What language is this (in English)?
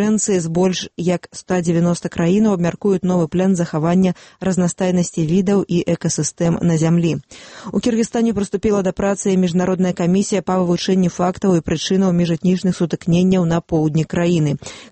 Belarusian